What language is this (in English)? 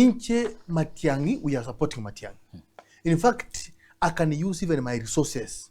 Gusii